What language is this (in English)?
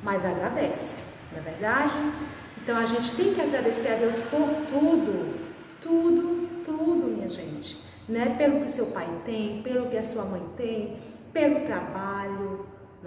Portuguese